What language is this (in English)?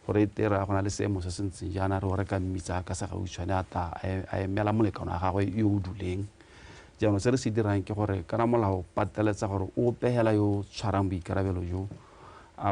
Tswana